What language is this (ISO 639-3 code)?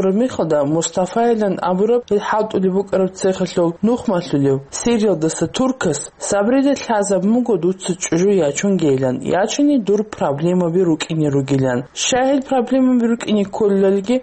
ava